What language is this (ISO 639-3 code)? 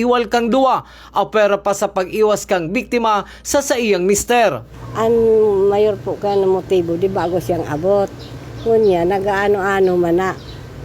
bik